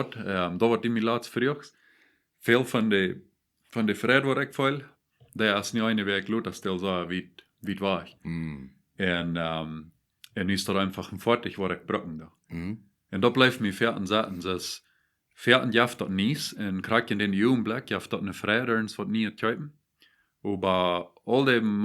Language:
Plautdietsch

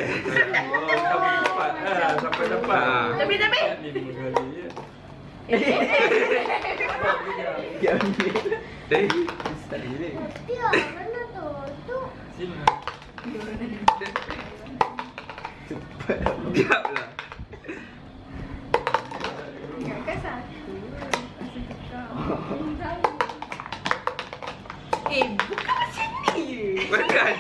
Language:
Malay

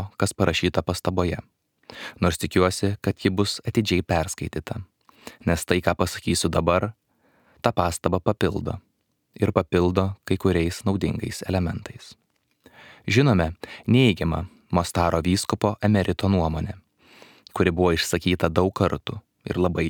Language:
Lithuanian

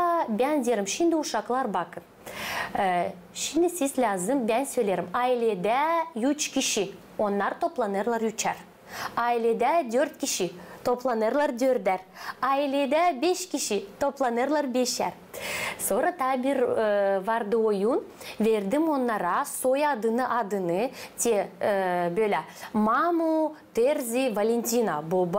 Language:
Gagauz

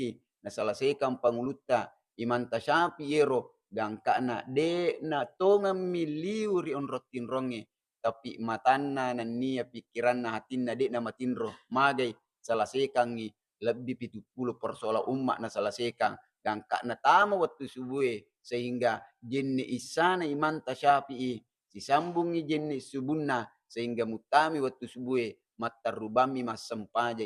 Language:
Buginese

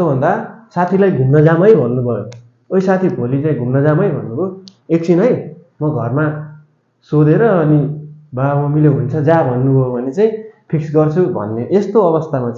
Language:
Nepali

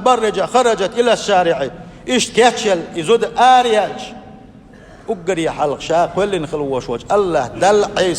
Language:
Chechen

